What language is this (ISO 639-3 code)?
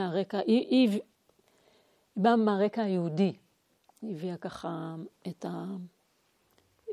heb